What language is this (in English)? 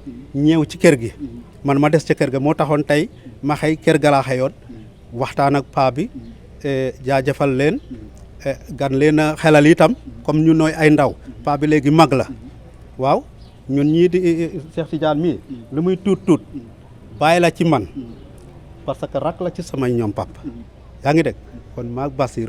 Wolof